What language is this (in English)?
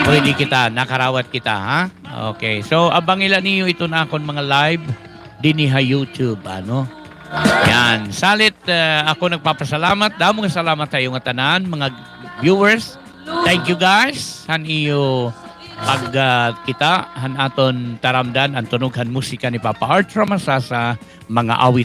Waray